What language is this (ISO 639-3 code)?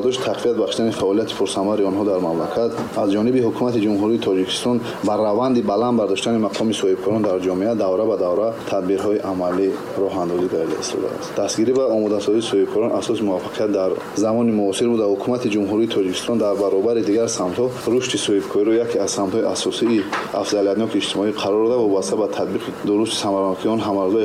tgk